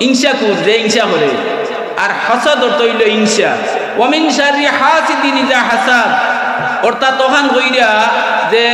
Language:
Sylheti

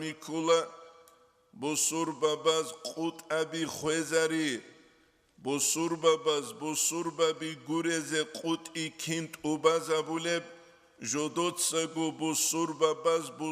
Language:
Avaric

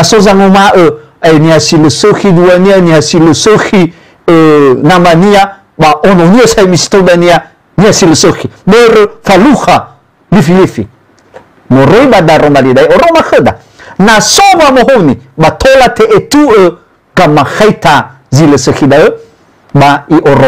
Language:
Nias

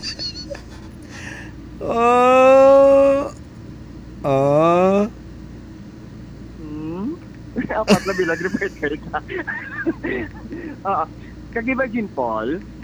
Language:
Filipino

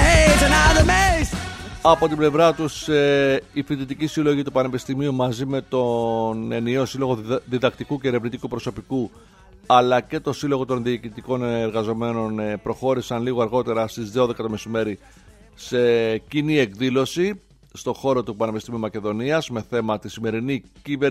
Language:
Greek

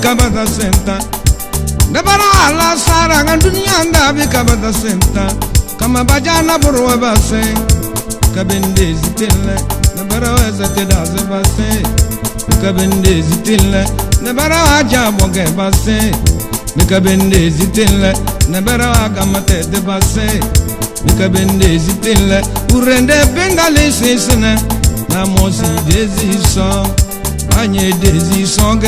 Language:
Tem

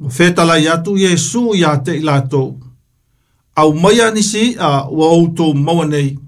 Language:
Samoan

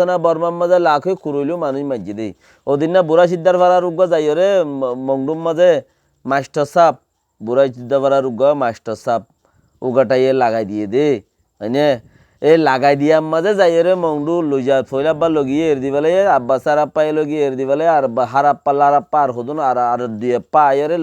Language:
Rohingya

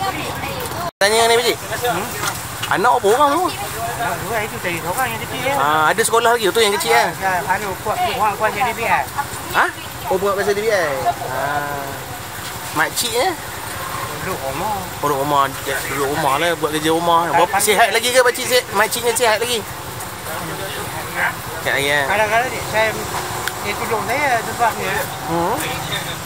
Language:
Malay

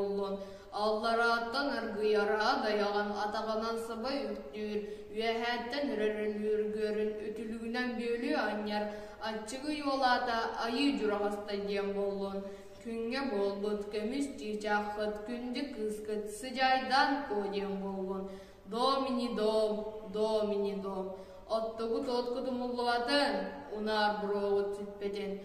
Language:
Yakut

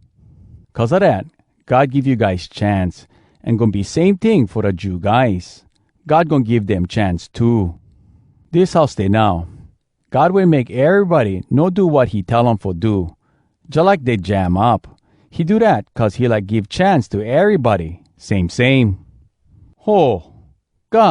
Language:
Hawai'i Creole English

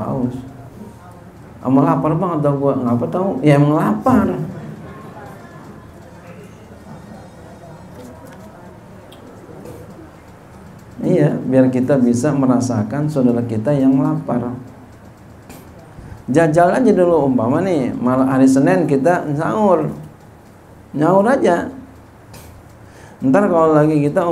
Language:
Indonesian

